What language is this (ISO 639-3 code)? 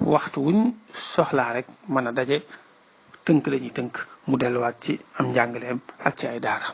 wol